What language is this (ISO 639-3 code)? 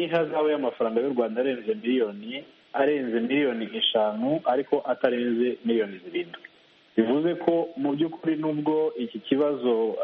kin